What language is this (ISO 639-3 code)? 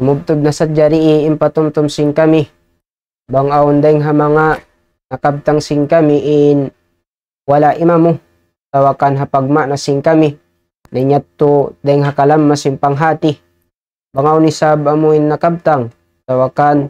tsg